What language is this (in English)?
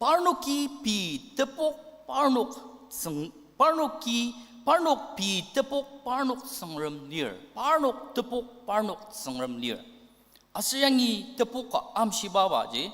Ao Naga